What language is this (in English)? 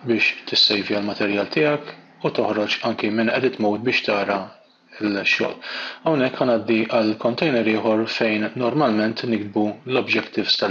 Maltese